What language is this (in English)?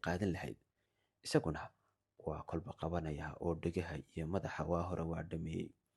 Somali